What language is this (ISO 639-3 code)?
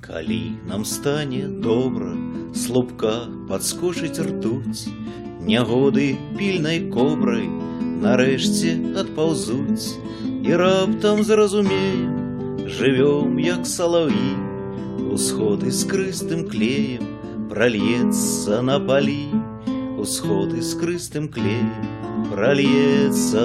bel